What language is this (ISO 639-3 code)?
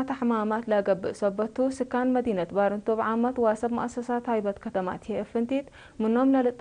tig